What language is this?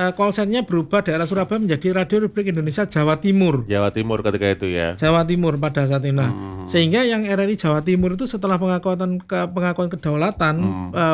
Indonesian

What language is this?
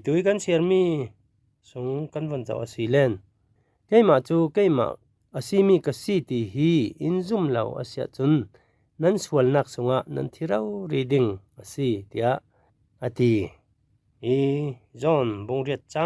Falam Chin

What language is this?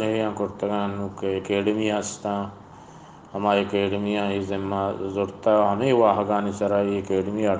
Eastern Balochi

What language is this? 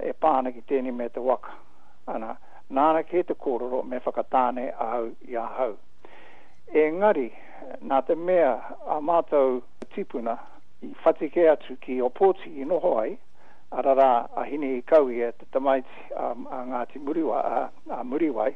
Māori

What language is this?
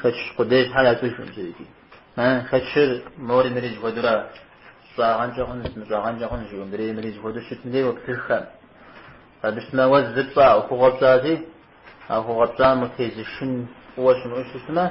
Kabardian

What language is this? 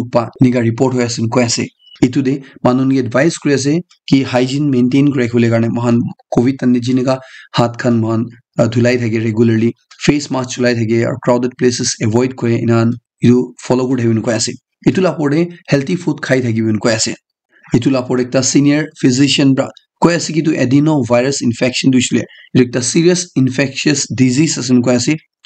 Naga Pidgin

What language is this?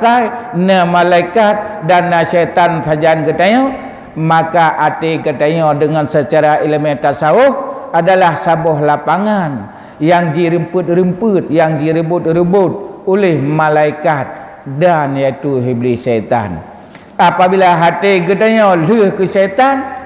Achinese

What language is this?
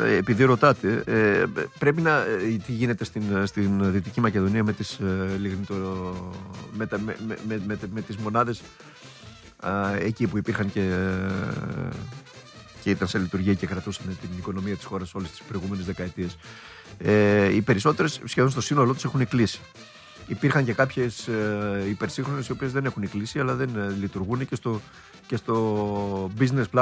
Greek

